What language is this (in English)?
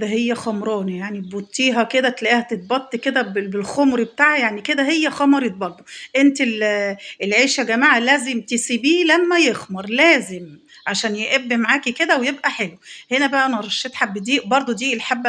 Egyptian Arabic